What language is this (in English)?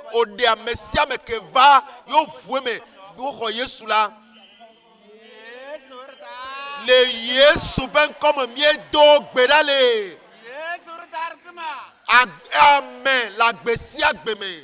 Ewe